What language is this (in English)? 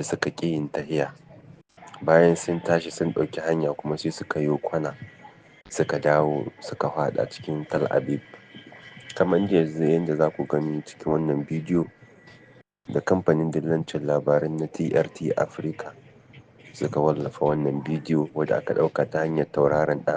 Hausa